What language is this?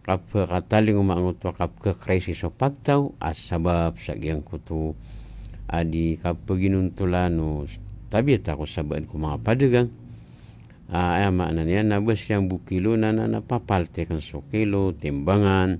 Maranao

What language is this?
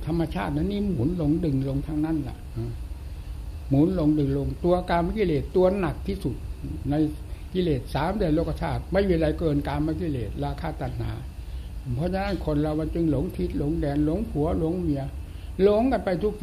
Thai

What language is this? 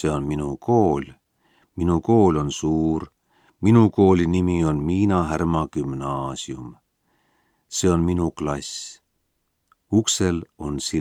Estonian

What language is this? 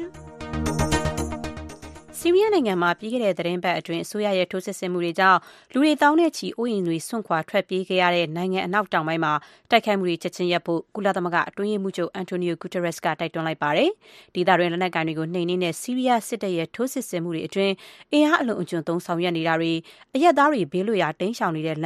Burmese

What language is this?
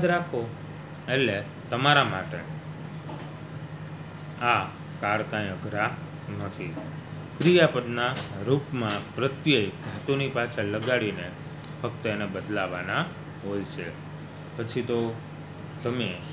Gujarati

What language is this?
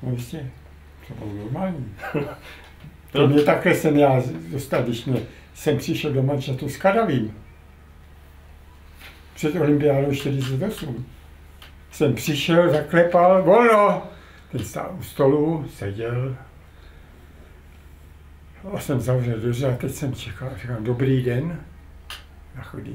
Czech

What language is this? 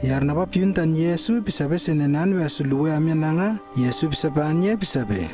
Lewo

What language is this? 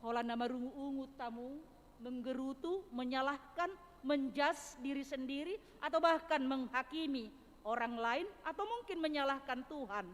Batak Toba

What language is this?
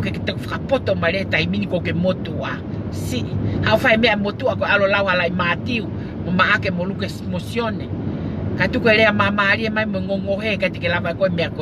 Tongan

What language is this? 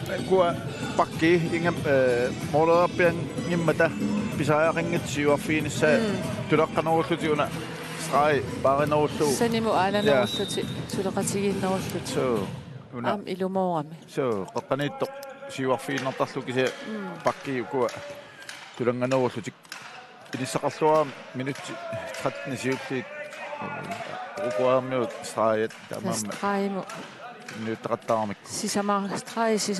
Kalaallisut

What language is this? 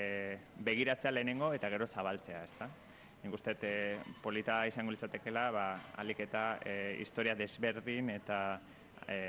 Basque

